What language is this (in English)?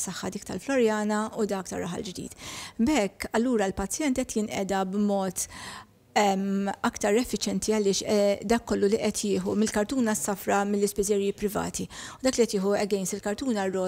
Maltese